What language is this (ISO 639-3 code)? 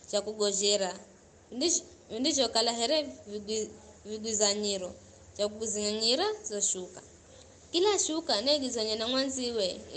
nyf